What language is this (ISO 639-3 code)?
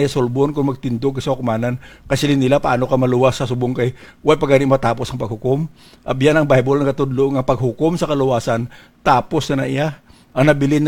hil